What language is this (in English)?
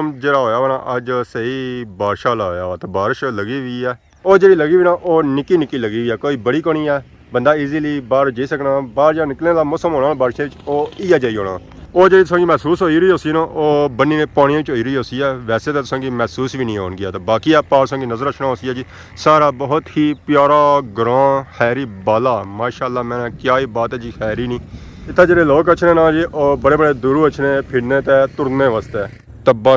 Pahari-Potwari